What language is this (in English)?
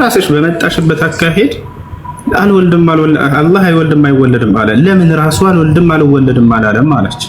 Amharic